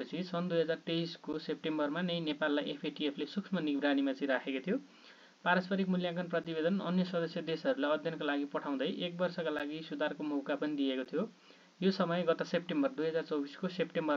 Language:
Nepali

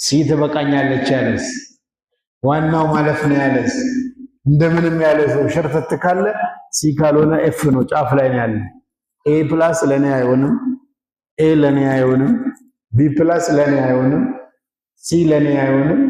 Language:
Amharic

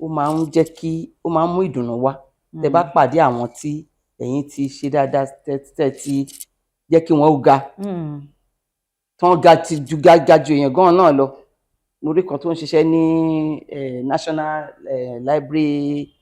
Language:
Yoruba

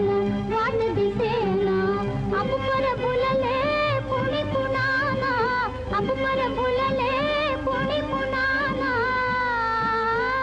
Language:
Marathi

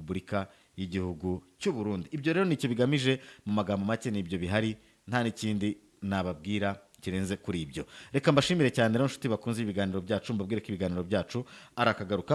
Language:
Kinyarwanda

